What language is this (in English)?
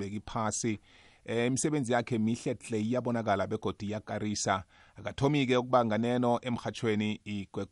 South Ndebele